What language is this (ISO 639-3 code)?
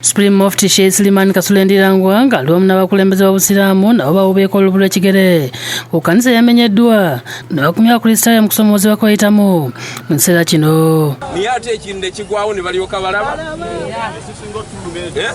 lug